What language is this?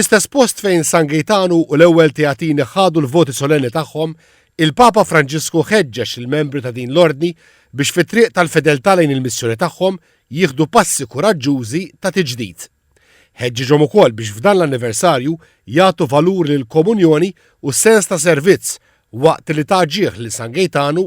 Maltese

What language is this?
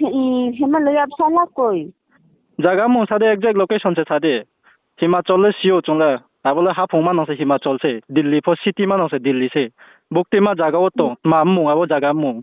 Riang (India)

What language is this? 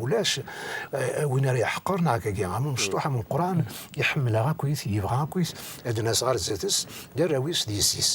Kabyle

